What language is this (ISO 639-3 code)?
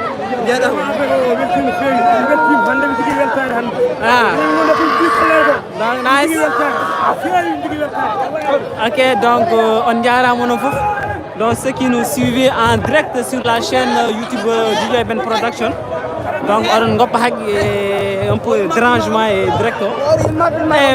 ful